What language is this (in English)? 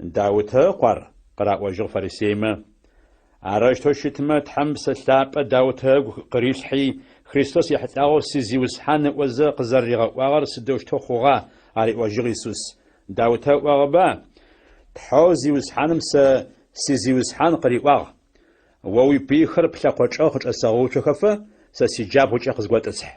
Adyghe